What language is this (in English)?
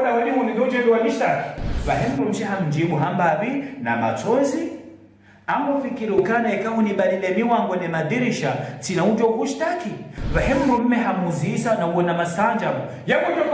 Ngazidja Comorian